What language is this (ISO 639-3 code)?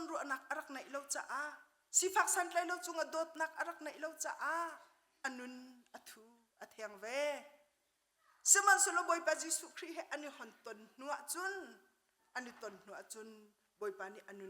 cnh